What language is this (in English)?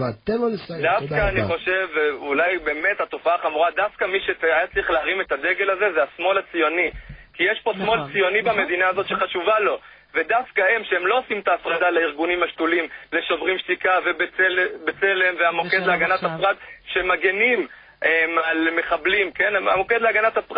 Hebrew